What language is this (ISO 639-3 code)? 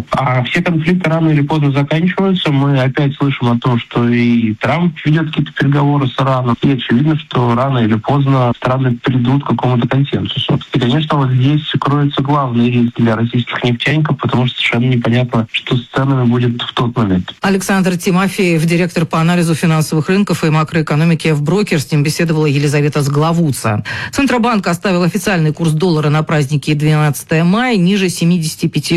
rus